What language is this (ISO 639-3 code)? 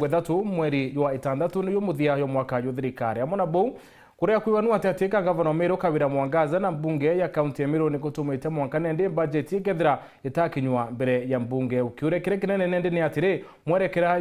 mer